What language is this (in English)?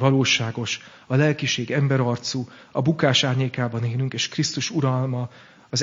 Hungarian